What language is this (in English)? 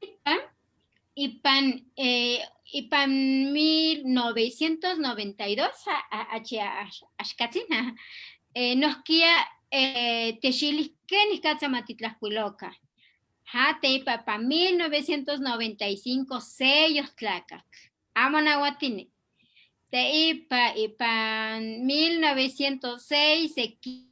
Eastern Huasteca Nahuatl